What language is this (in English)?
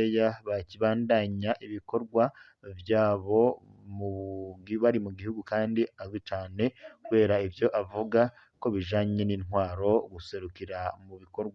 Rundi